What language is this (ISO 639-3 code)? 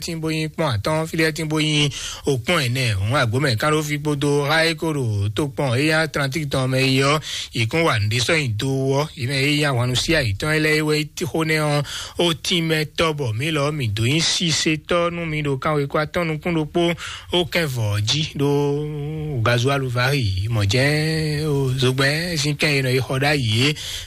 fon